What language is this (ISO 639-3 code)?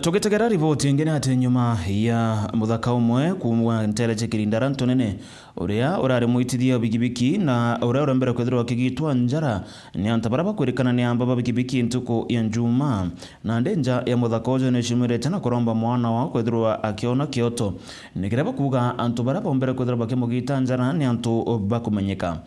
mer